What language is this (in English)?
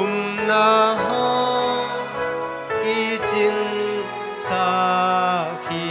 Tedim Chin